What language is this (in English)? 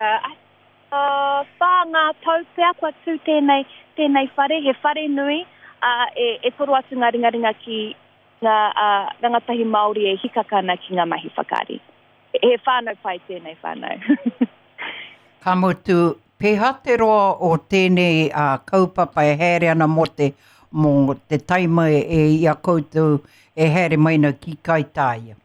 Māori